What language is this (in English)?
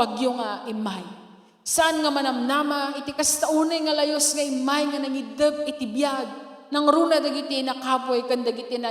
Iloko